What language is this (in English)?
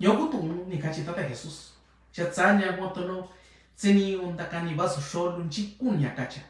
Mixtepec Mixtec